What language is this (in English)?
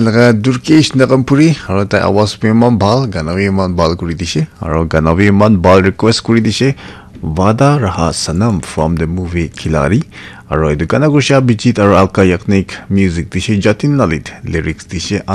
Naga Pidgin